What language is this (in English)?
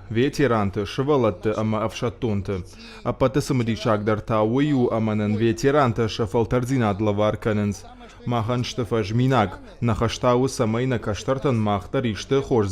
Ossetic